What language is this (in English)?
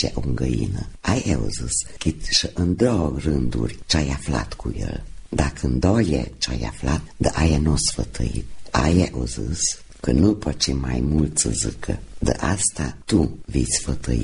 Romanian